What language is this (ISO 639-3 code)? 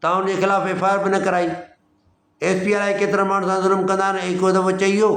snd